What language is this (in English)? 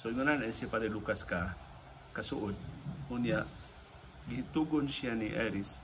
Cebuano